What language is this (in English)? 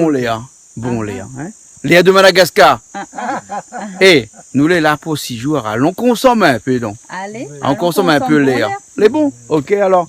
Réunion Creole French